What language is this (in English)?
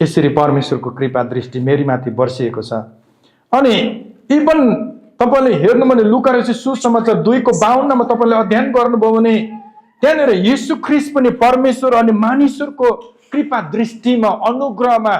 Nepali